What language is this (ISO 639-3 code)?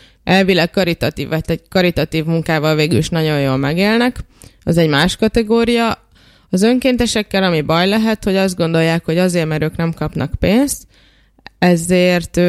hun